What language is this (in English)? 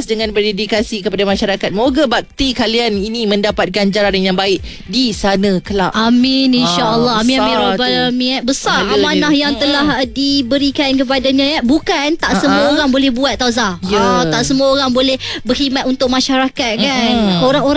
Malay